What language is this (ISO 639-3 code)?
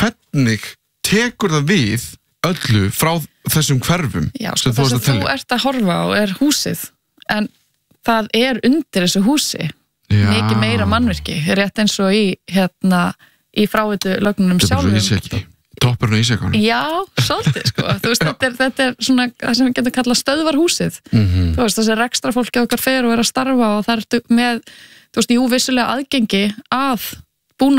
isl